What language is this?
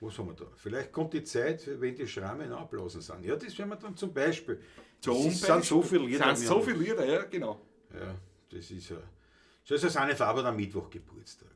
Bavarian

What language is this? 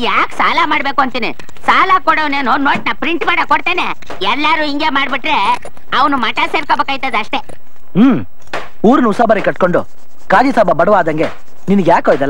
Kannada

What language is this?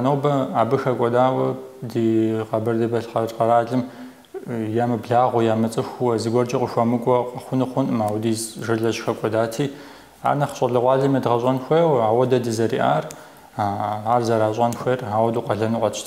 Kabardian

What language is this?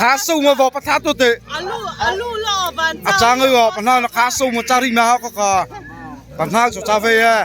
Mara Chin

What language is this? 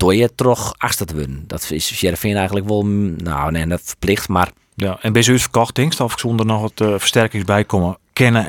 Western Frisian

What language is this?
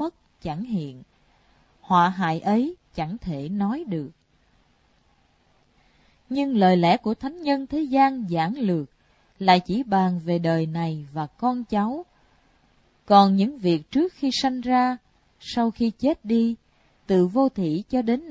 Vietnamese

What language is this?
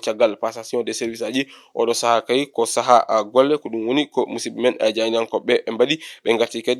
Fula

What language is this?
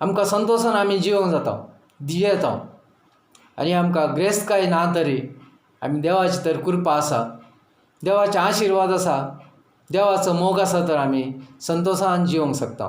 Konkani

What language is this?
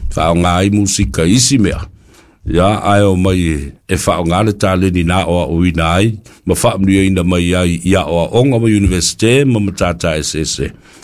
Samoan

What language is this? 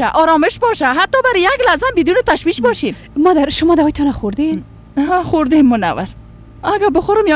Persian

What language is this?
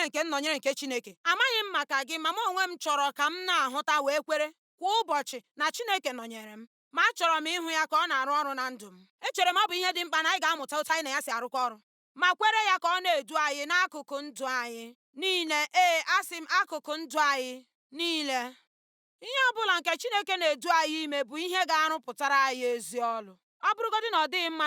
Igbo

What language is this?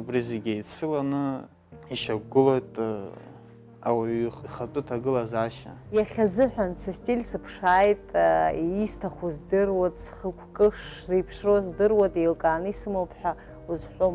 Abkhazian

